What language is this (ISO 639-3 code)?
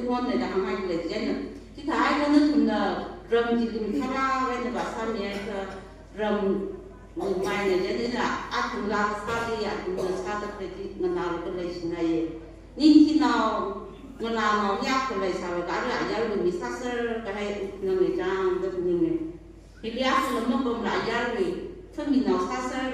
nmf